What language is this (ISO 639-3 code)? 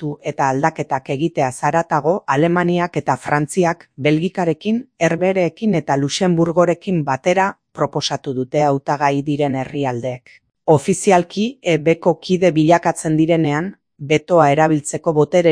eus